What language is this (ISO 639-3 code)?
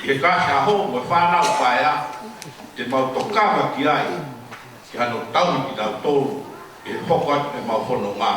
ton